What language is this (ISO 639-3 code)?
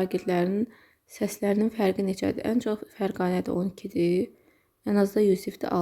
aze